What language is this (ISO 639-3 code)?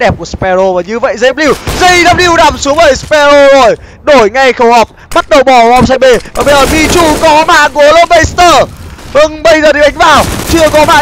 vie